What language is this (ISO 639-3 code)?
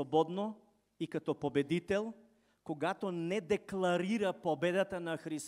bul